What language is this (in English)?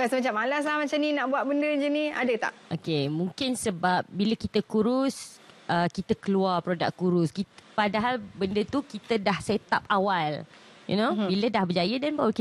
Malay